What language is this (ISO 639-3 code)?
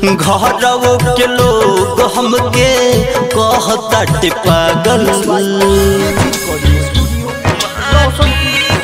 bho